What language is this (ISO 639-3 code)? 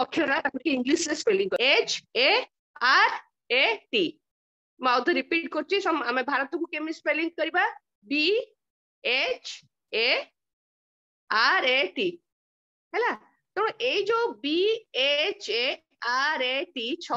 ori